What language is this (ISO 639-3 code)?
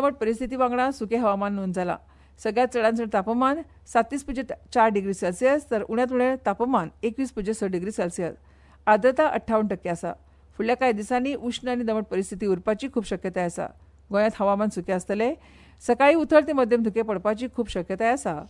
kok